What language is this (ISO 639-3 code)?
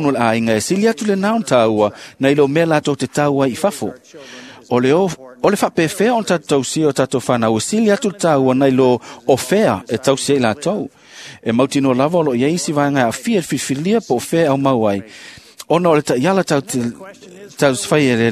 smo